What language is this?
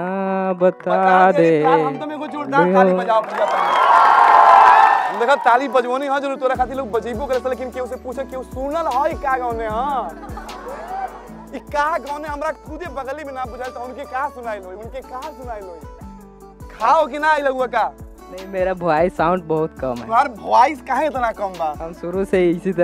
Bhojpuri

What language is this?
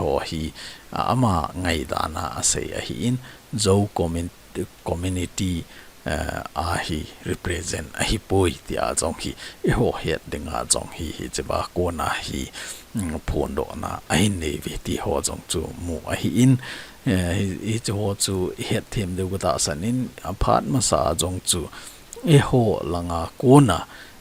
Thado Chin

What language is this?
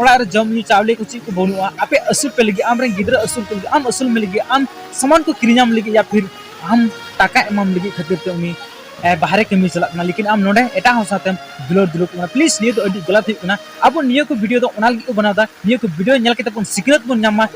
Santali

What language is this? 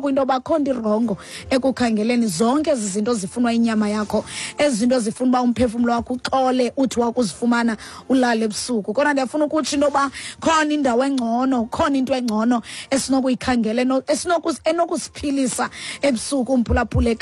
Xhosa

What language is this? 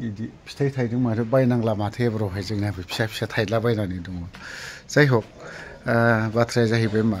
Bodo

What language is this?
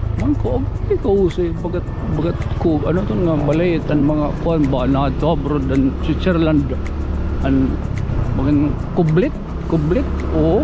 Waray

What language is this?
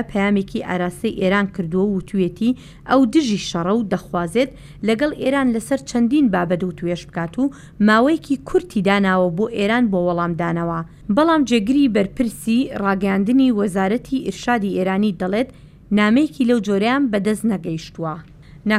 Central Kurdish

